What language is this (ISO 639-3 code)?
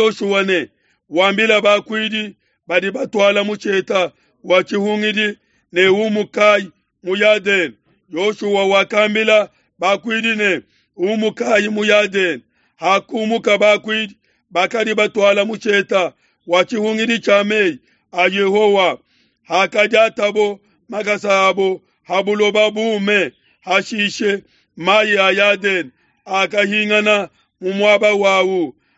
lua